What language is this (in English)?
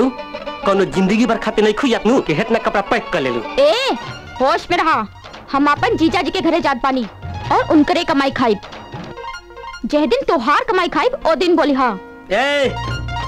Bhojpuri